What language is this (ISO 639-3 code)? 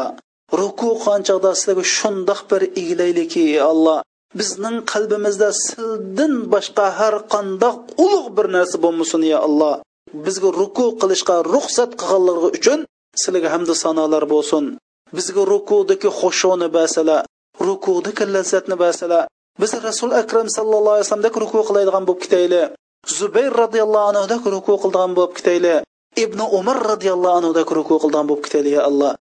uig